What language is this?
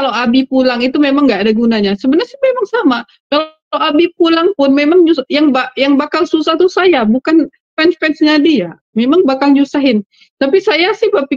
Indonesian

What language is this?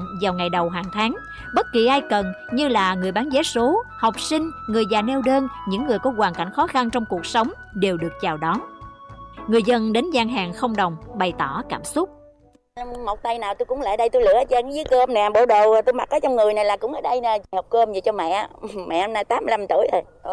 Vietnamese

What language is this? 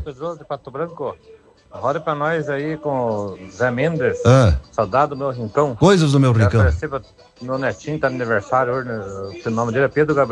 Portuguese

